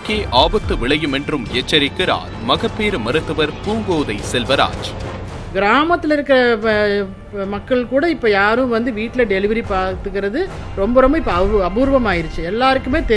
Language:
Tamil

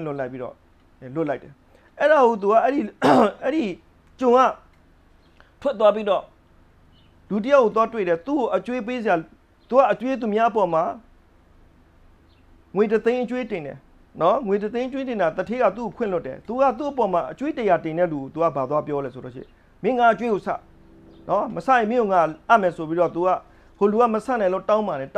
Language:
Burmese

